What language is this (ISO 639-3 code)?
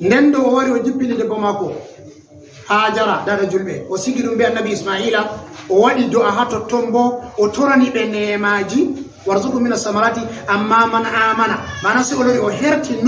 ful